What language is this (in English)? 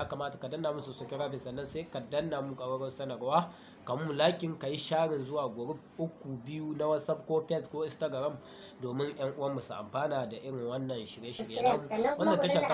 Hausa